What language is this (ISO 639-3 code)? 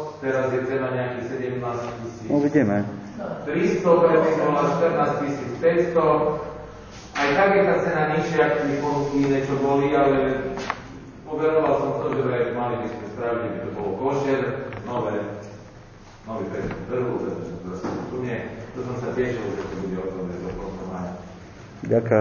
slk